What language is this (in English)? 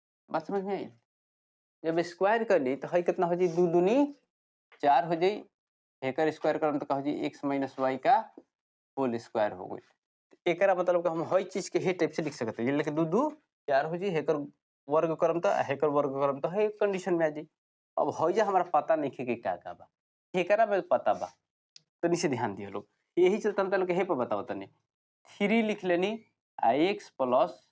Bhojpuri